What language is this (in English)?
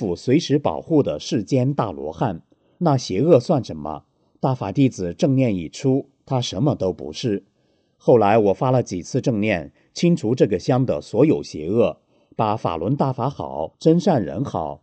Chinese